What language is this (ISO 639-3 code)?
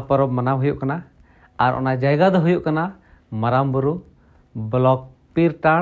sat